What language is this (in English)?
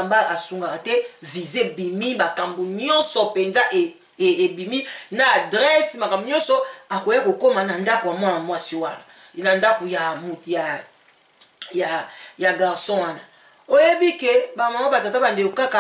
Lingala